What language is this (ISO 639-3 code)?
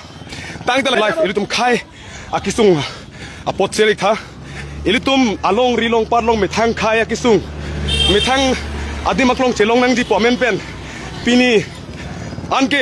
mjw